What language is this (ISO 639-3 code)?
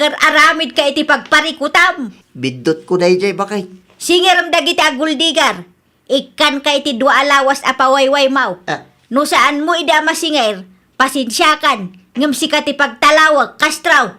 ilo